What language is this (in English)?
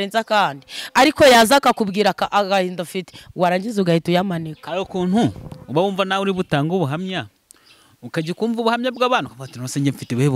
Kinyarwanda